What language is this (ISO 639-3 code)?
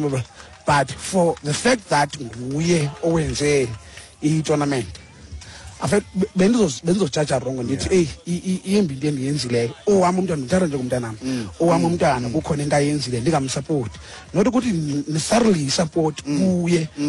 xho